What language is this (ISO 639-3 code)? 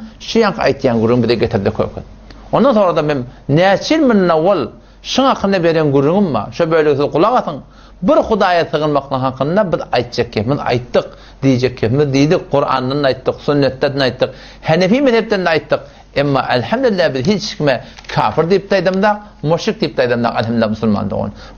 tuk